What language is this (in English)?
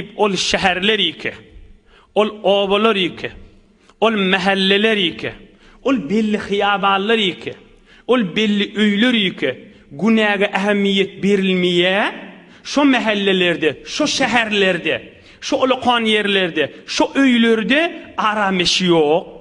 Turkmen